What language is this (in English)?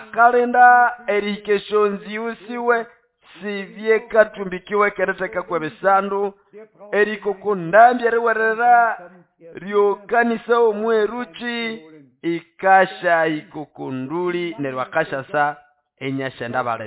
Nande